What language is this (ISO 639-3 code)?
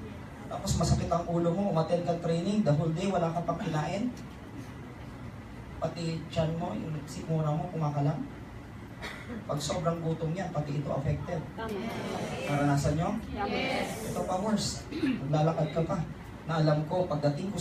fil